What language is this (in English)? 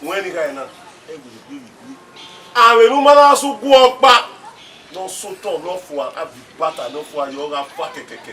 Bini